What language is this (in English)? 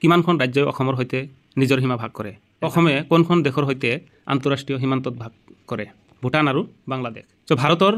Assamese